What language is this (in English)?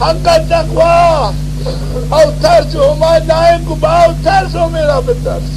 Zaza